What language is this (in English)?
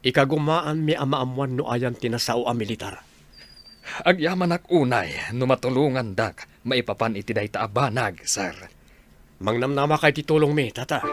Iloko